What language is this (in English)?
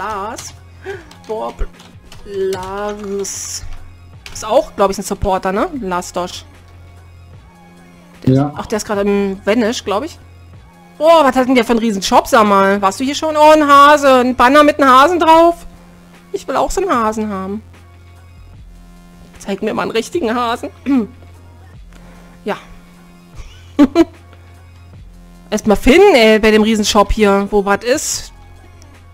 German